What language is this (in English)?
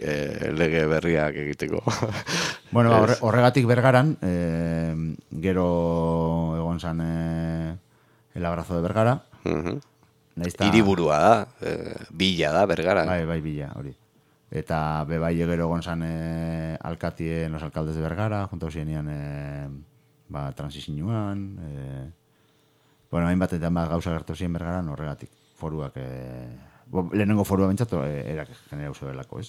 Basque